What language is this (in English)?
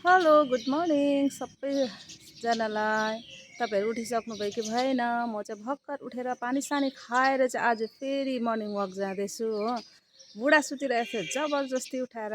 Nepali